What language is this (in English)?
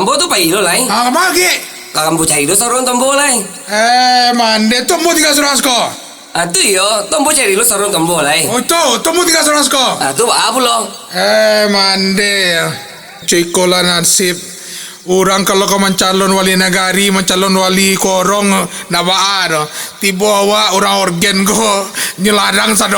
Minangkabau